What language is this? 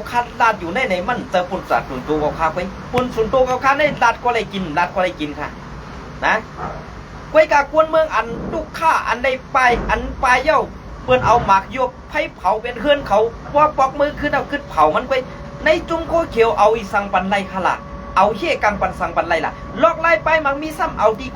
Shan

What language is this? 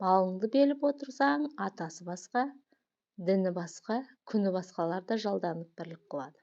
Kazakh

